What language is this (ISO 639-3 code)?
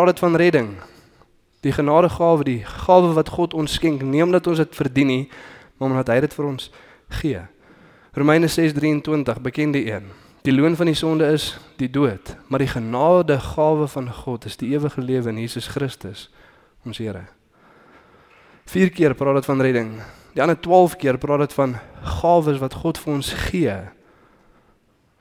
afr